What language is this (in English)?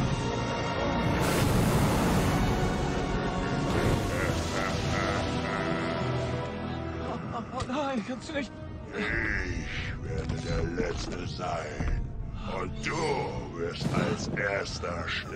German